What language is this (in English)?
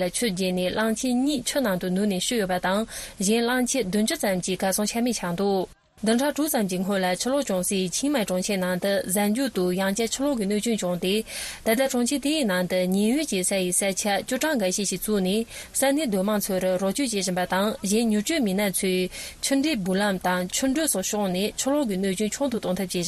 Tibetan